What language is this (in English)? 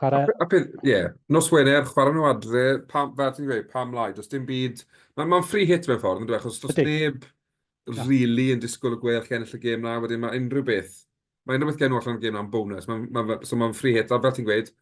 Welsh